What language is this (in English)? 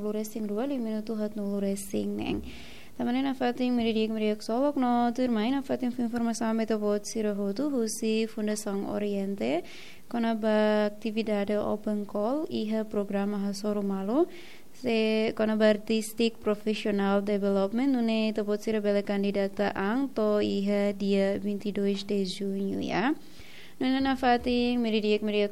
Tetum